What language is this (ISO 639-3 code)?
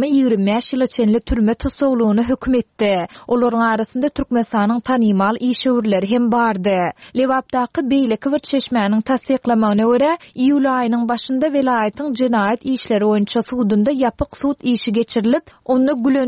tuk